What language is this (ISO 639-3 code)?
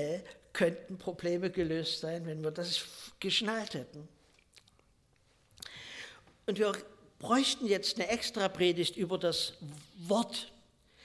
deu